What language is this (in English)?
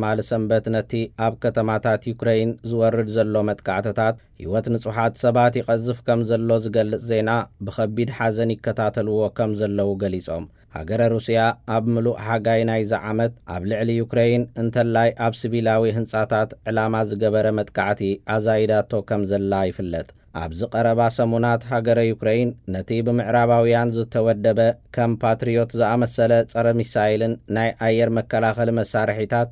Tigrinya